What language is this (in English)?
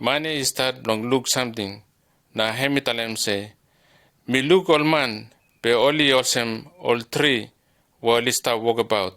Bislama